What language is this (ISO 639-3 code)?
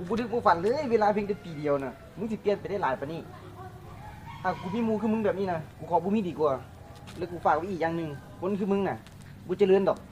lao